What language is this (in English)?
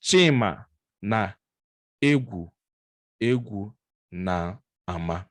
Igbo